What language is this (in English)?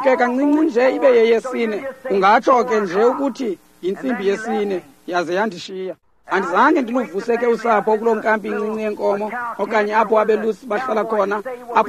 Xhosa